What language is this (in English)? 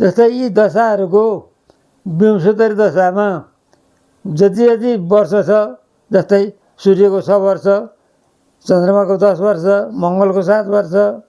Nepali